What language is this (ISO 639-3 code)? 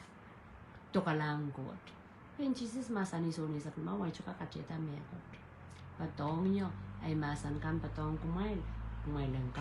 pon